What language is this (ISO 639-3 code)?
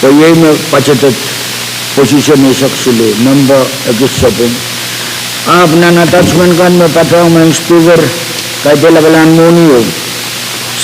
pon